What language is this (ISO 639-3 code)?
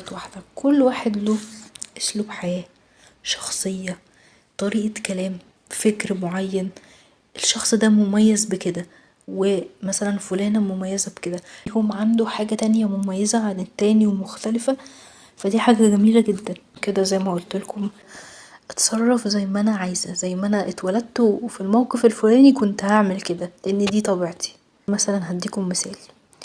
arz